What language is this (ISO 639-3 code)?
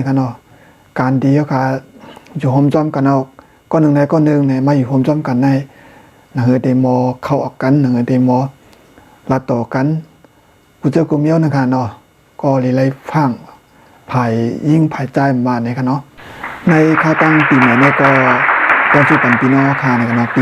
shn